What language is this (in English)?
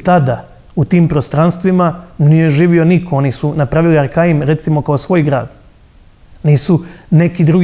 Croatian